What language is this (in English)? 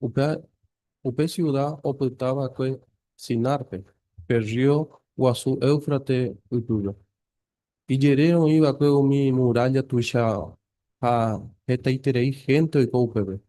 Guarani